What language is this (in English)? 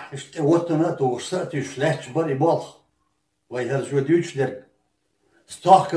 Chechen